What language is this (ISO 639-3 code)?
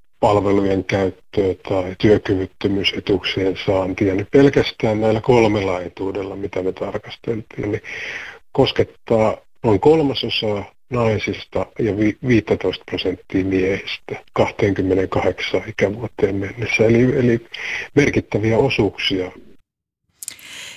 fin